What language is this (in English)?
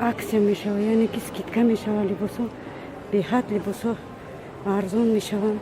Tajik